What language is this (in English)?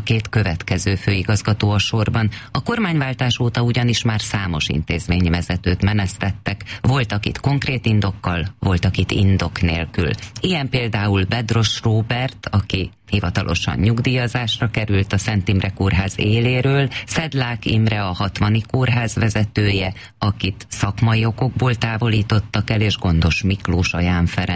Hungarian